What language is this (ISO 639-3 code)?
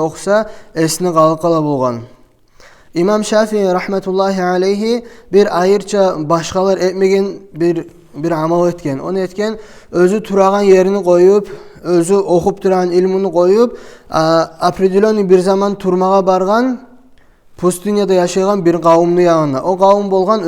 kum